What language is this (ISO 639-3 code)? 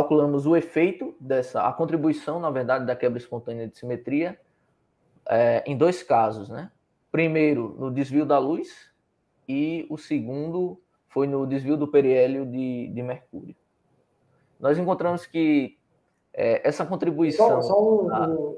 por